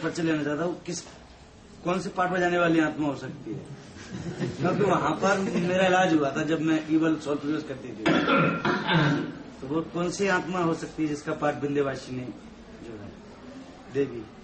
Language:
Hindi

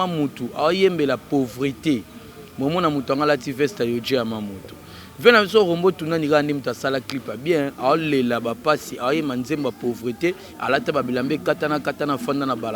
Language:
Lingala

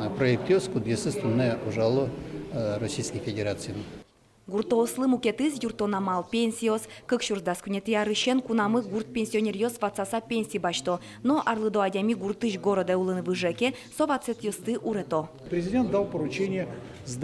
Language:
Udmurt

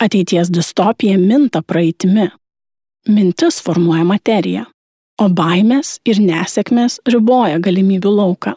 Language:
Lithuanian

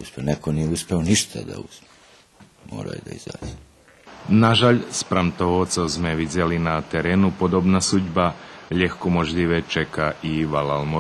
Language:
Rusyn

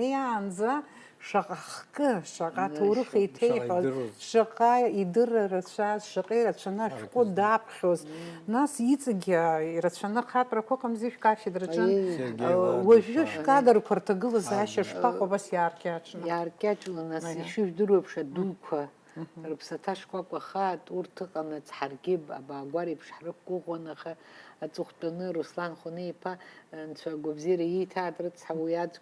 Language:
Abkhazian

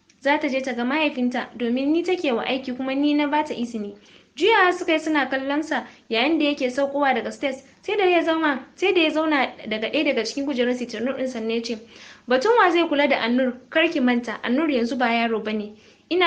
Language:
Hausa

